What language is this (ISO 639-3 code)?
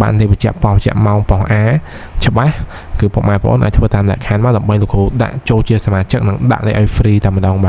khm